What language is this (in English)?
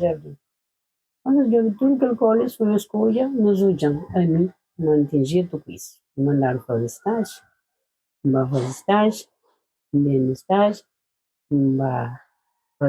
Kabuverdianu